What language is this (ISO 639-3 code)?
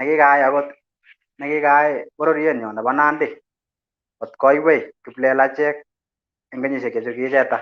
kln